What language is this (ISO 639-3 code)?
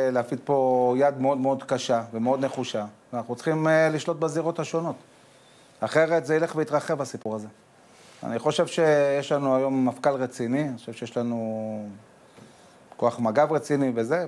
heb